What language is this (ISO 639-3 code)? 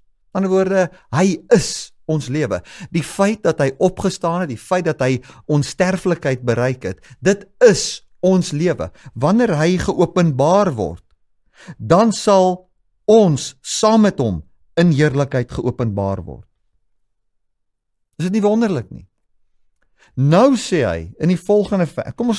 afr